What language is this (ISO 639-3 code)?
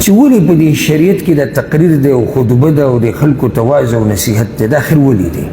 pus